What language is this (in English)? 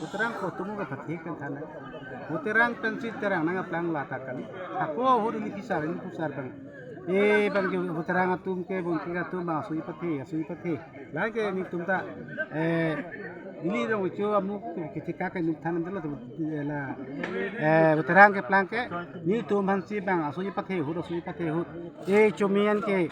Karbi